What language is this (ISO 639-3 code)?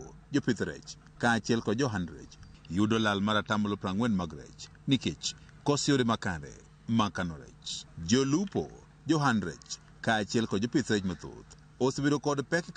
luo